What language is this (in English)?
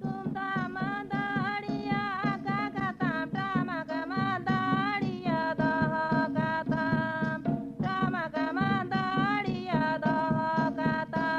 Santali